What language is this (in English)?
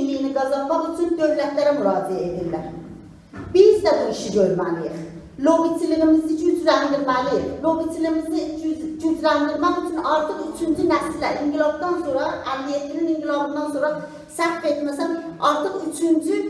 South Azerbaijani